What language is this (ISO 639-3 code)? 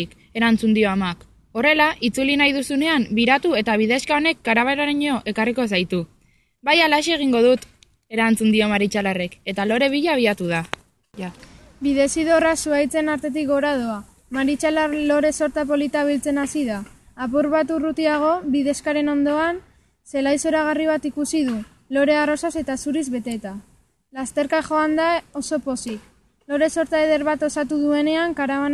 eus